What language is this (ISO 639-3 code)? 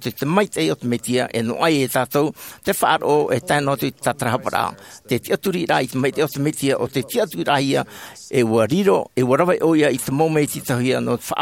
tah